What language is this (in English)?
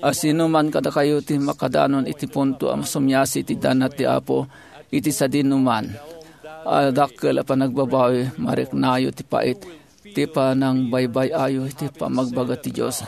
Iloko